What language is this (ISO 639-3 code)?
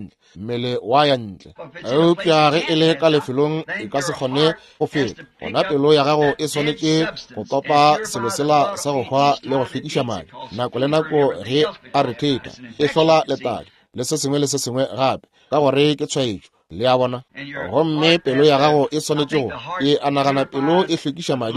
nso